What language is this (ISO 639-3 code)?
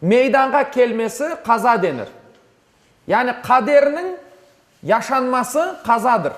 crh